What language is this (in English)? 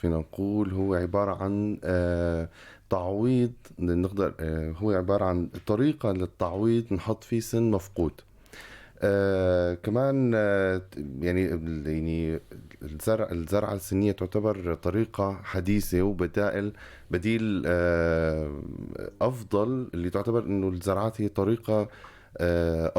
North Levantine Arabic